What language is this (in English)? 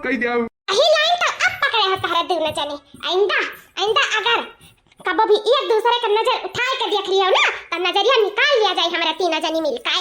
Awadhi